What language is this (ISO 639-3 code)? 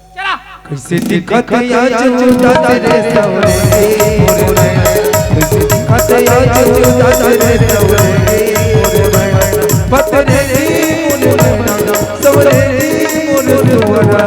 hne